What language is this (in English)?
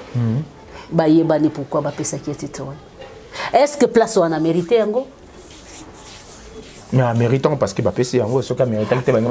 Lingala